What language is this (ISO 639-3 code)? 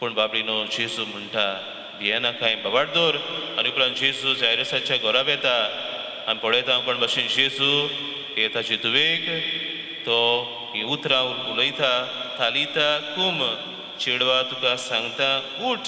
kok